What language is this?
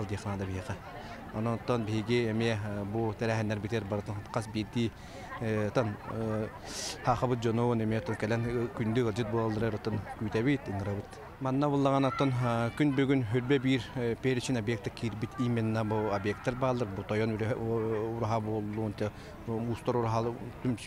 Yakut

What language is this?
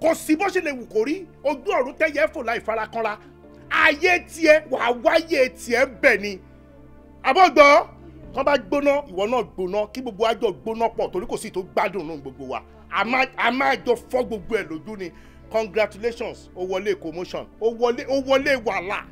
Yoruba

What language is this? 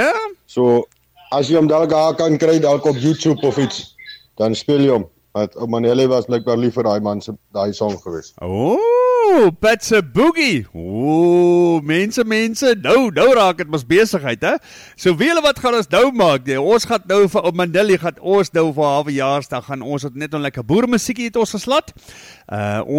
Afrikaans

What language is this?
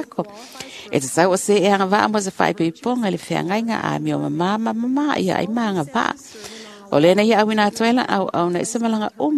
Samoan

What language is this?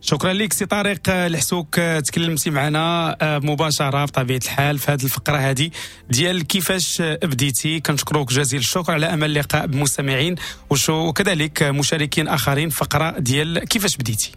Moroccan Arabic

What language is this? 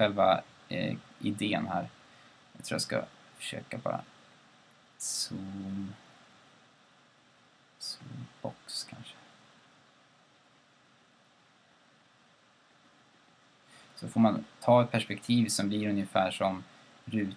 Swedish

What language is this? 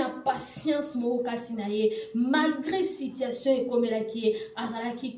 Lingala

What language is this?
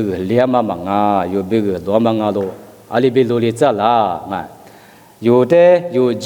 Lisu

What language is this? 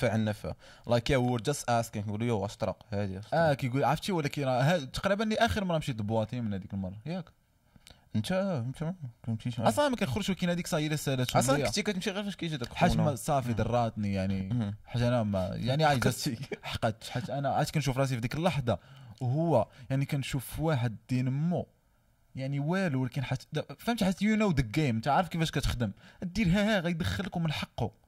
Moroccan Arabic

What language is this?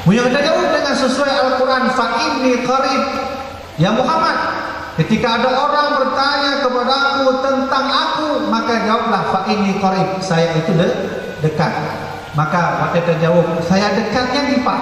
Achinese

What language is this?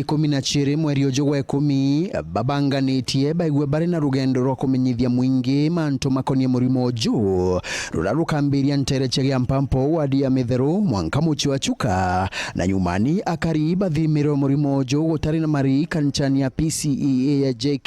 Meru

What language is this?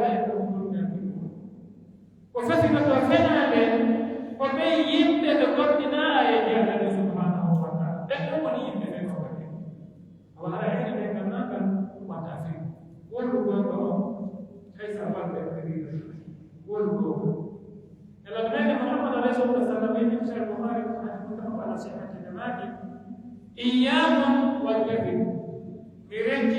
Pular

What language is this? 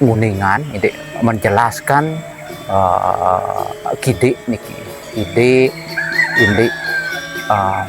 Balinese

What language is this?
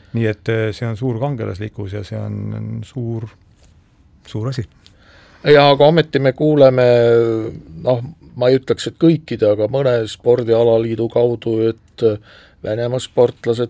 Estonian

